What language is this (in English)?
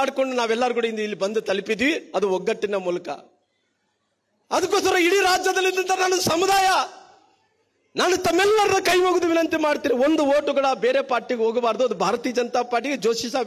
Kannada